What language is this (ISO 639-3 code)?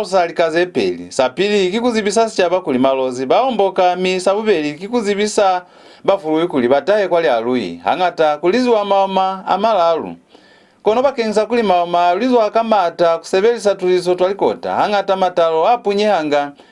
loz